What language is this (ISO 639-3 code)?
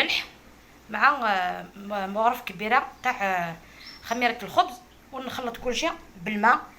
arq